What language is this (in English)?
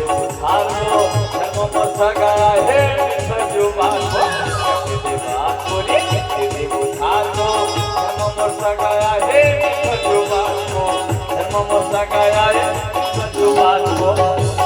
Chhattisgarhi